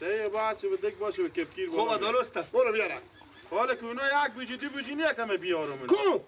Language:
Persian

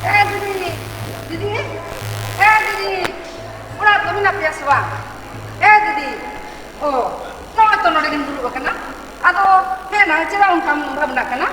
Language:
Santali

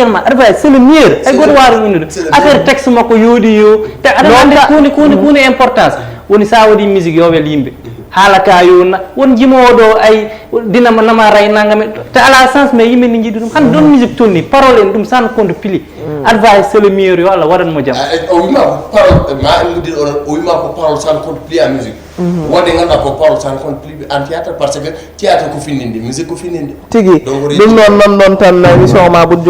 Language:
Fula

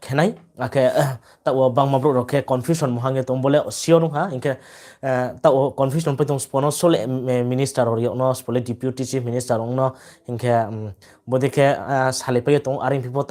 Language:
Riang (India)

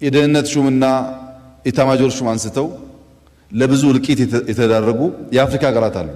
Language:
Amharic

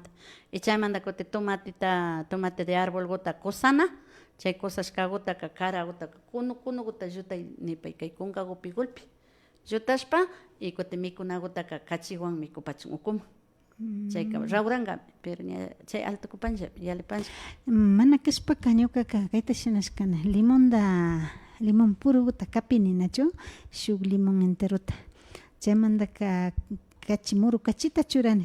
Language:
Imbabura Highland Quichua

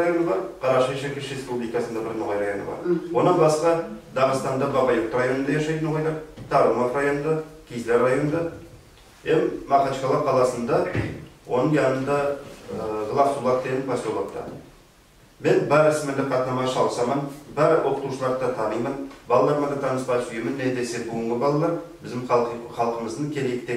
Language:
Nogai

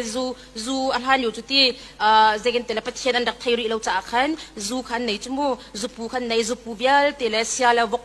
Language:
Hakha Chin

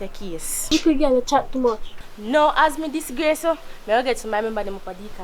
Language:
Jamaican Creole English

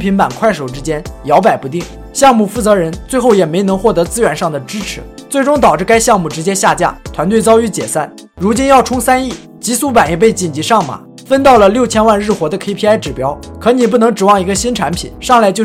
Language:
Chinese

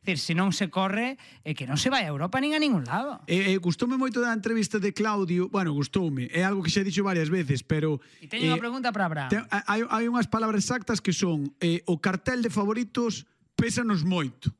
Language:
Galician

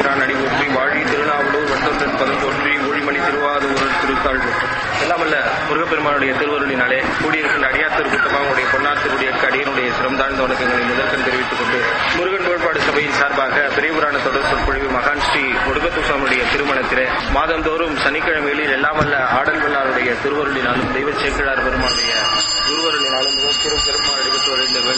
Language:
Tamil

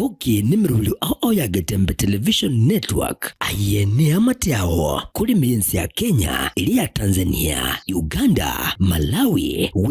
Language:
Gusii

